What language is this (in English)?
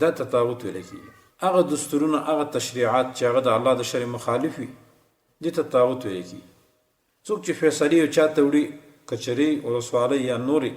Pashto